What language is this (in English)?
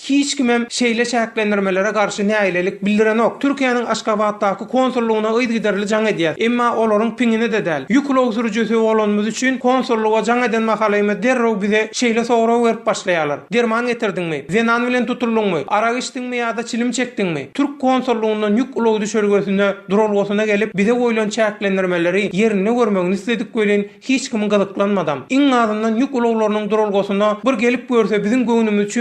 Turkmen